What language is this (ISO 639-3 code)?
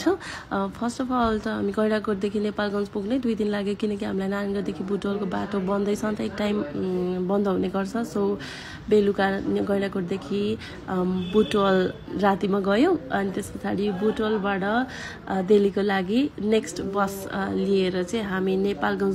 nep